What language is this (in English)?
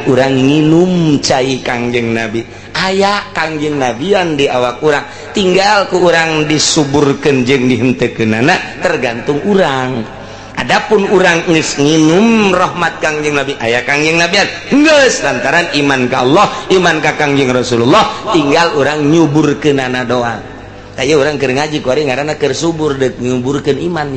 Sundanese